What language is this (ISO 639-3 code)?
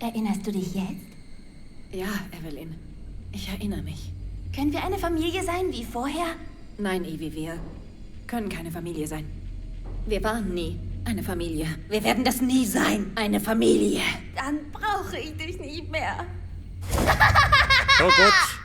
bar